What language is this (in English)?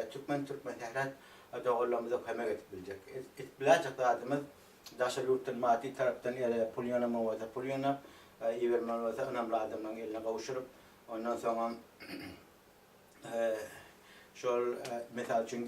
Turkmen